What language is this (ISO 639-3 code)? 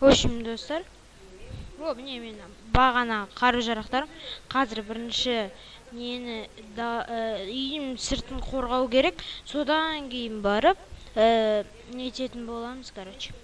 kaz